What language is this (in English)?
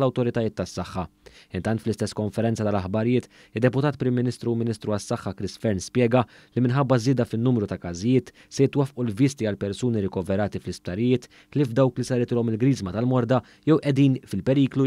Maltese